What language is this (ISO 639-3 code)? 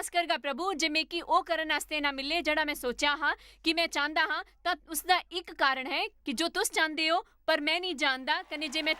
doi